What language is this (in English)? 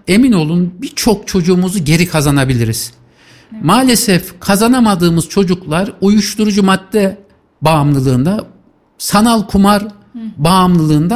Turkish